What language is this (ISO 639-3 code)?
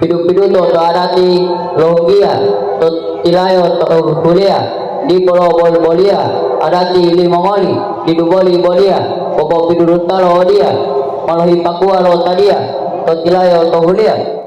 gor